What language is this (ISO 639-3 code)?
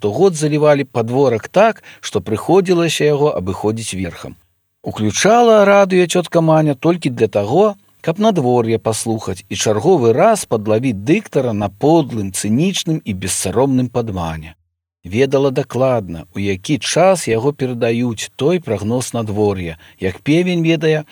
bel